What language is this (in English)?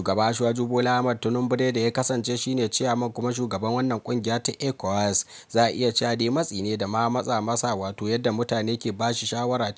Hausa